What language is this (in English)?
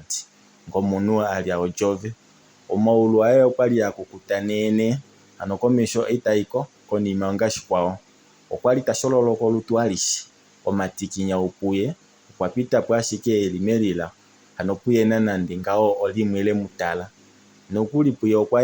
Kuanyama